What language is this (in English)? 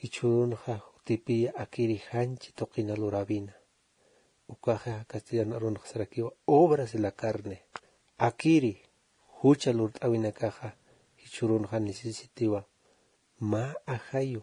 Aymara